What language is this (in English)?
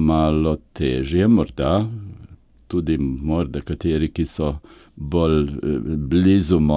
Slovenian